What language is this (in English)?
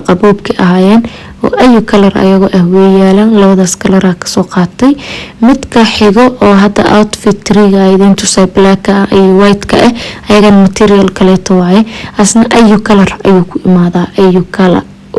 Somali